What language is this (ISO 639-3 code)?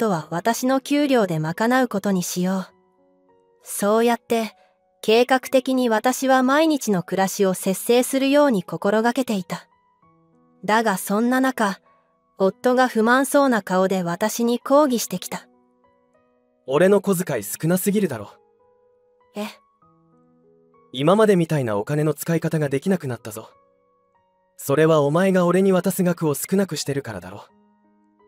jpn